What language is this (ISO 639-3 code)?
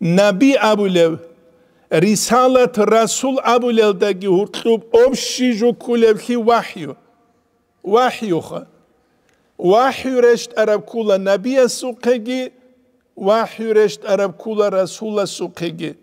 ava